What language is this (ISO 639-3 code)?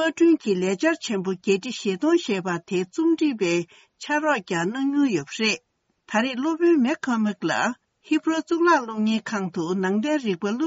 bod